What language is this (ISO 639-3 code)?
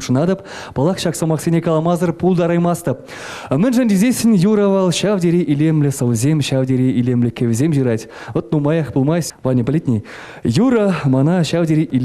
chv